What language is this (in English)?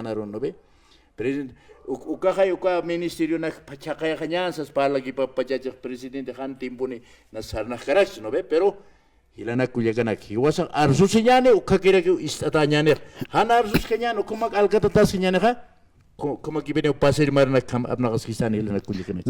Aymara